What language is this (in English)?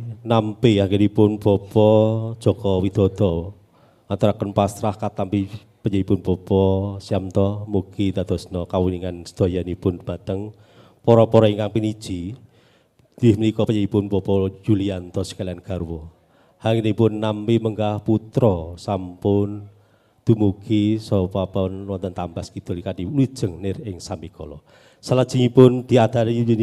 Javanese